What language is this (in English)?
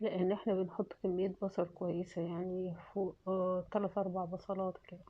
Egyptian Arabic